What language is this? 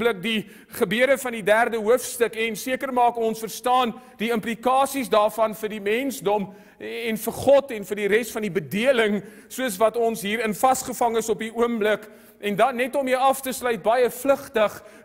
Afrikaans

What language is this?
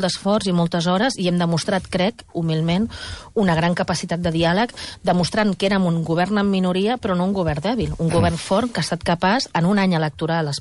Catalan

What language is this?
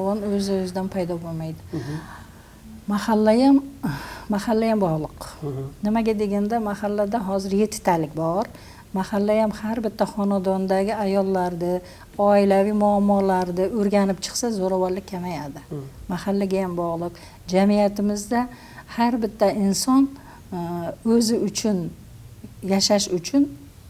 Uzbek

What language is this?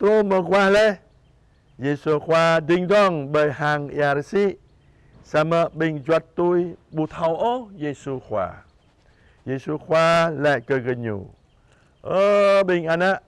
Jarai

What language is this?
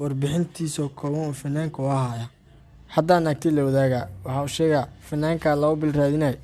Somali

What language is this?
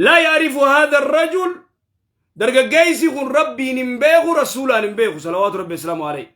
Oromo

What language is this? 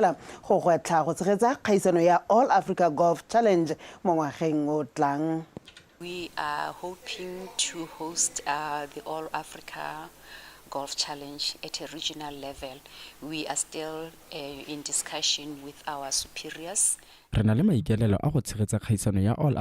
Tswana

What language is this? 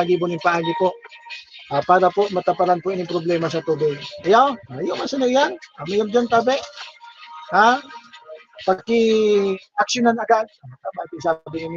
Bikol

